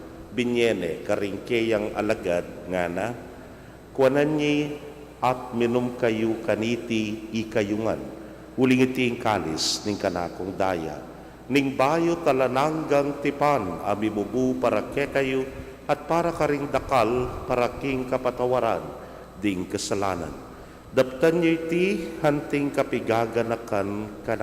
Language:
Pampanga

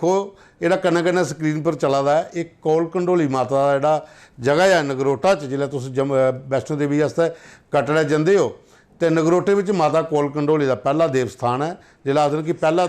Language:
Dogri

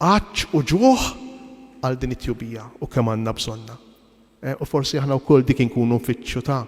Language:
Maltese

